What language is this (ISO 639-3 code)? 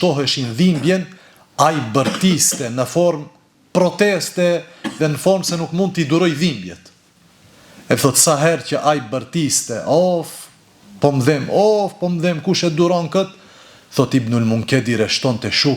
sqi